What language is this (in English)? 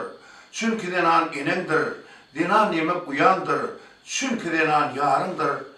Turkmen